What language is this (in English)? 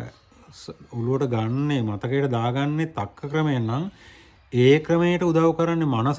Sinhala